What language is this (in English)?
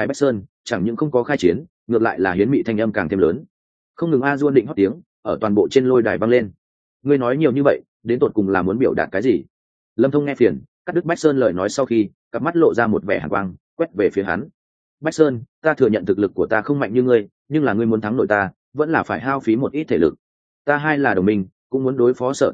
Vietnamese